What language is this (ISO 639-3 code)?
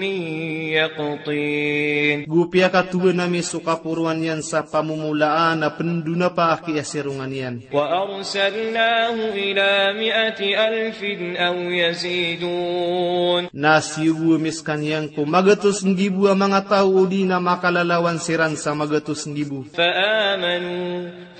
mrw